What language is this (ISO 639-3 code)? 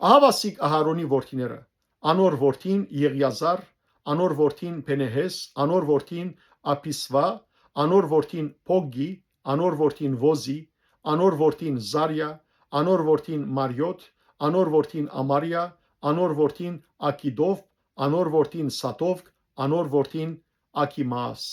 hyw